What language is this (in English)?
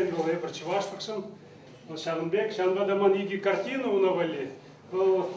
Chuvash